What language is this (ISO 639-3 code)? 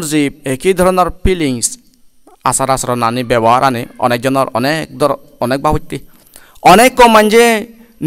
ccp